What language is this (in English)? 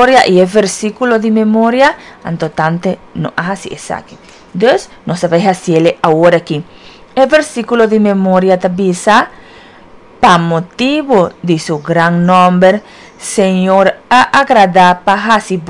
Papiamento